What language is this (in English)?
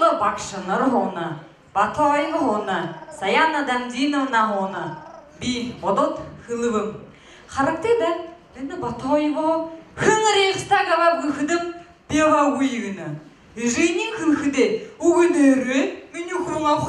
Buriat